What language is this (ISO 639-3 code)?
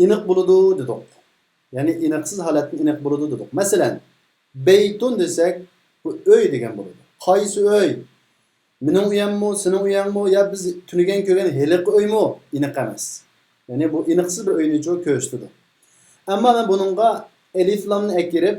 uig